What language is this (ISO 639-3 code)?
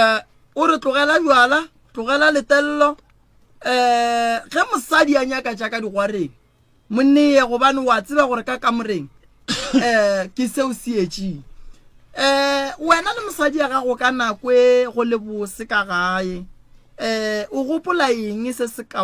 nso